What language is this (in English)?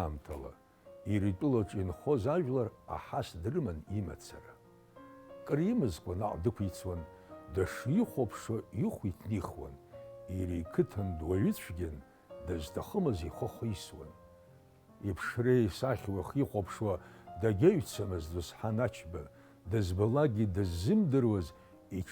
Abkhazian